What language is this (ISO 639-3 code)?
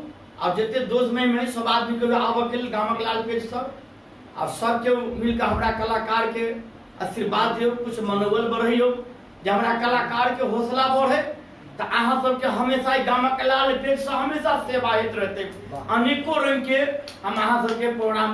mai